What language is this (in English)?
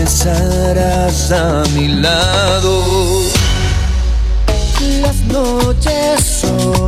Spanish